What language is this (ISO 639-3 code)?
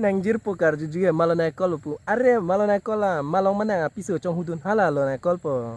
mjw